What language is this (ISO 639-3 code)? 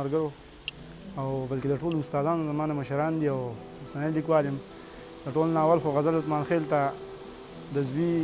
pus